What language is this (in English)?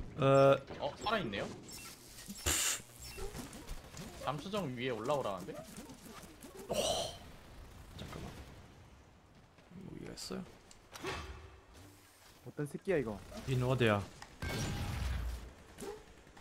Korean